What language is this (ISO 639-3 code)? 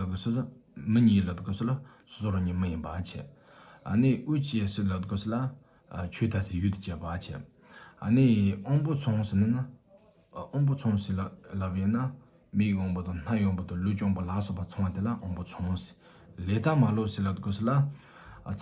bod